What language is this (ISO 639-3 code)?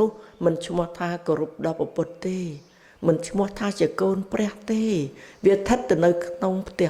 khm